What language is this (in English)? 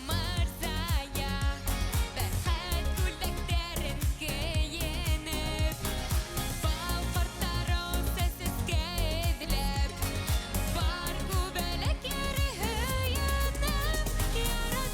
Bashkir